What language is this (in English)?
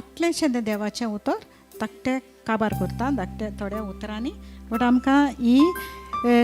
Konkani